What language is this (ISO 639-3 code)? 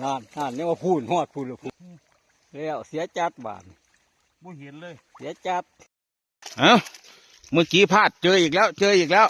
lao